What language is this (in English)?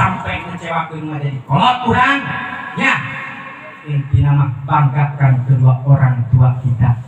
Sundanese